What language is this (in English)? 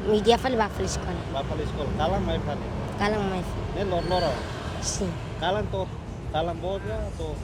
Tetum